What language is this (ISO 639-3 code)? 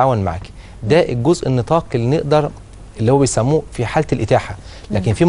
arz